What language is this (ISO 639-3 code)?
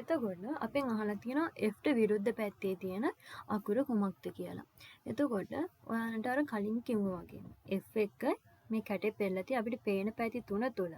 sin